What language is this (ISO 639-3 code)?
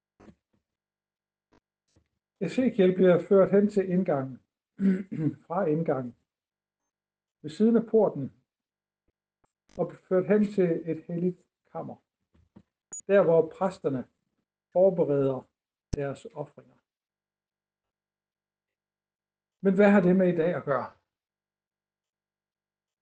dan